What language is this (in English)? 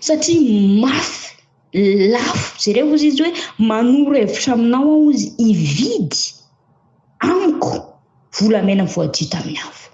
Malagasy